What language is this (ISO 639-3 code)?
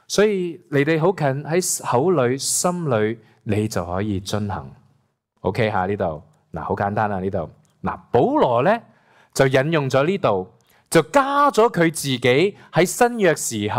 yue